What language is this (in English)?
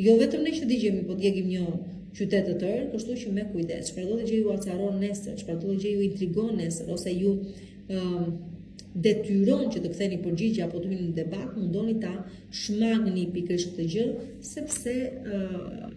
Albanian